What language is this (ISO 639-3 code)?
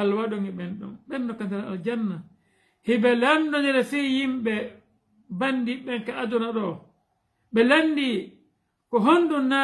ful